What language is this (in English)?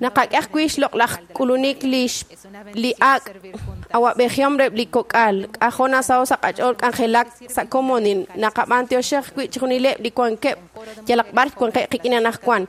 Kekchí